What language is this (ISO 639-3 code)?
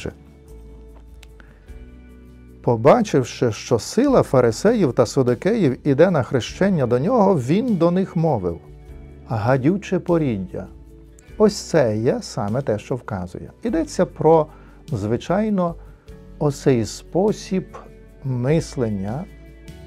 ukr